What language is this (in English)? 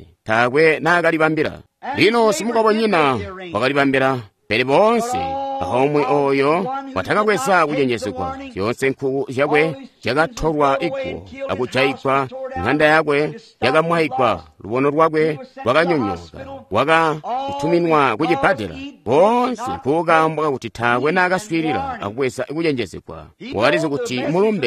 Tonga (Zambia)